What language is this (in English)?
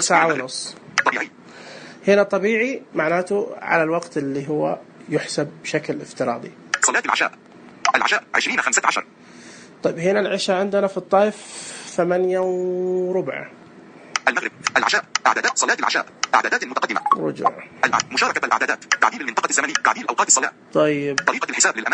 Najdi Arabic